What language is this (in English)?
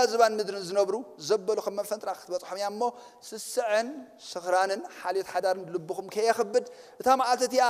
Tigrinya